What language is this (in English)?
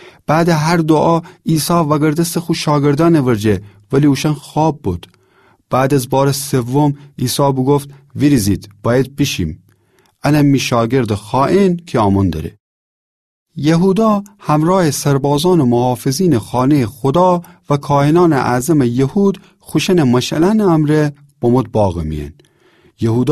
Gilaki